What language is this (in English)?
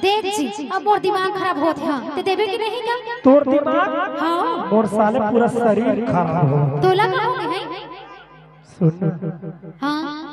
Chhattisgarhi